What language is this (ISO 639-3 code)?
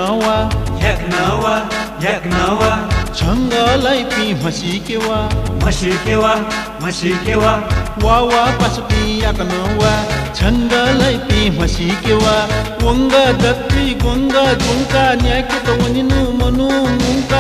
new